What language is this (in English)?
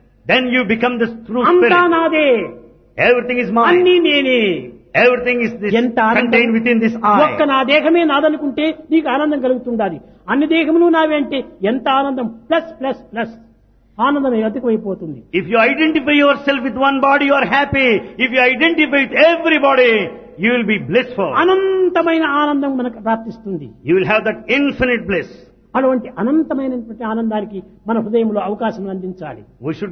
Telugu